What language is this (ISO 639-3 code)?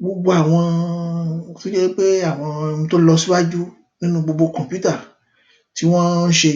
yor